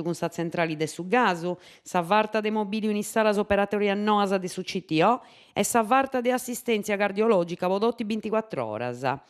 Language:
Sardinian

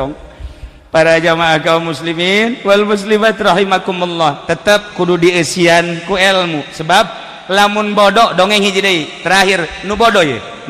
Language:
Sundanese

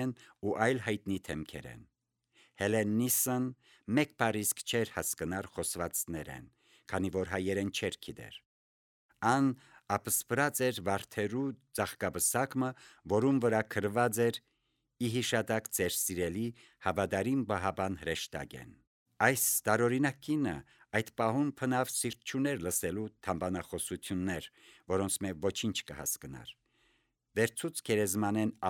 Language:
Armenian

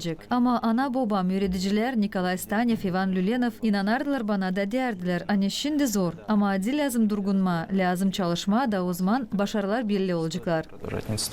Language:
Gagauz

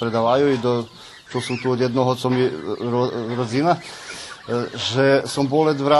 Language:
Rusyn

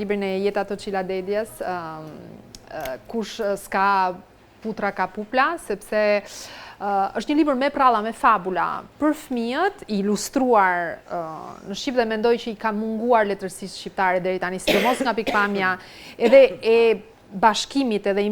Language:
Albanian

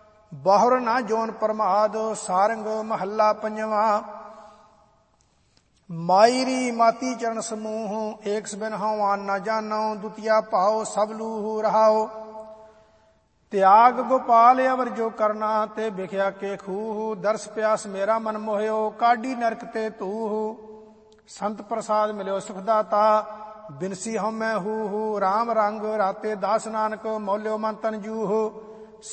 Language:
Punjabi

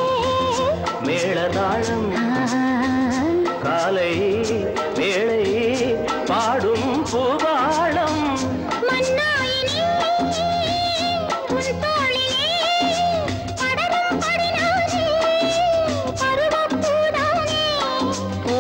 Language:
Tamil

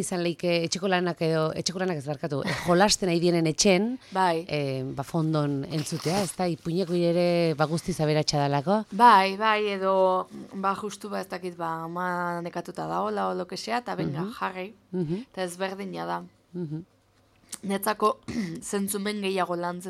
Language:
Basque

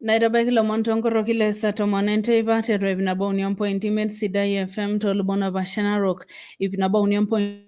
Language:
Masai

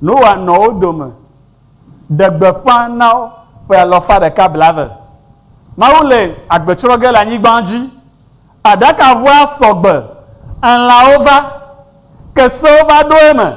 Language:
Ewe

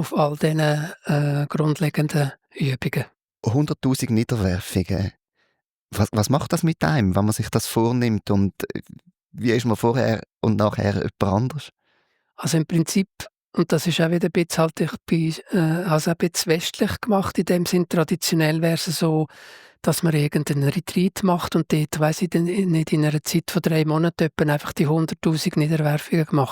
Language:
Swiss German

